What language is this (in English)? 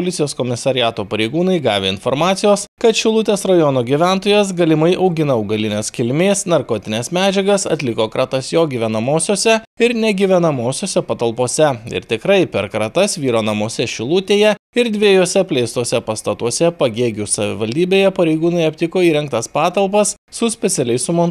Lithuanian